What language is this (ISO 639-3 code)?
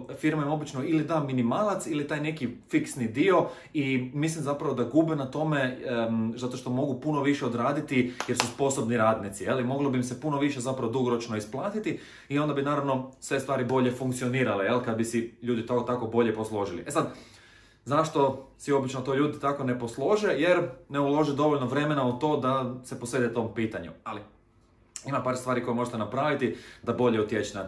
hrv